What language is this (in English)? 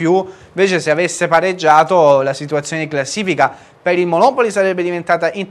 Italian